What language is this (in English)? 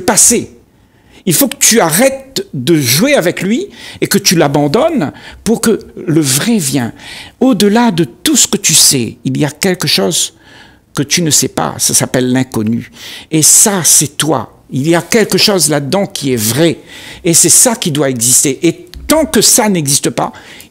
French